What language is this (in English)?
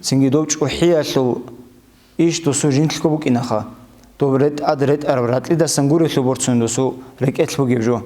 Avaric